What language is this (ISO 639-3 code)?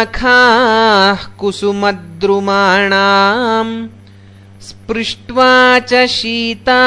san